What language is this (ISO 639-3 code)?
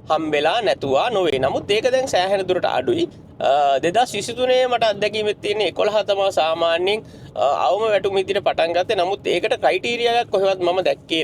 sin